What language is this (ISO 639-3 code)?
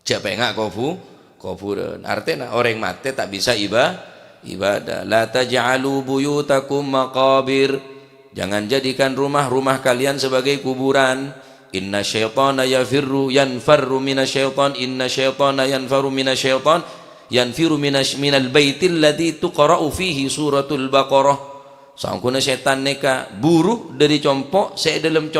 mad